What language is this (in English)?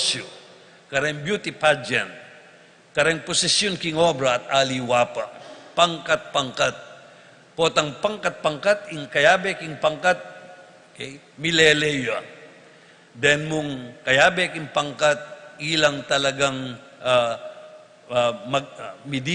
Pampanga